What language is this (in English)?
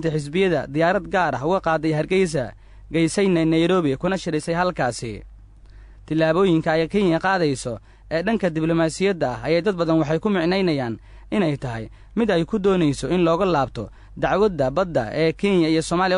Somali